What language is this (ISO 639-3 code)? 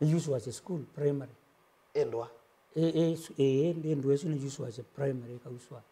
kam